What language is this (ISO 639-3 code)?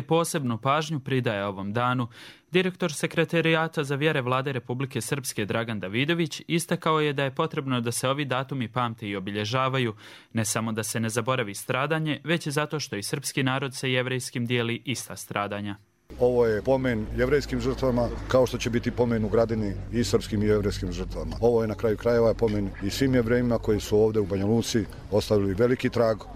hrv